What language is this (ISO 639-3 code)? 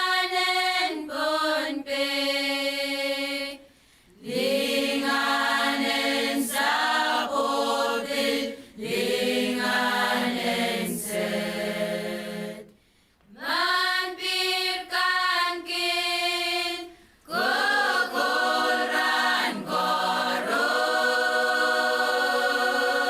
pon